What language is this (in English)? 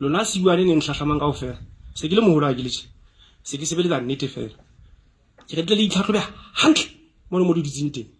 Southern Sotho